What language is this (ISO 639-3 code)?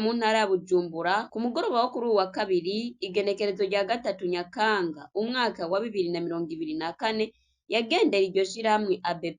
run